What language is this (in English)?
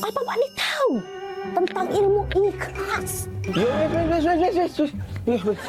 Musi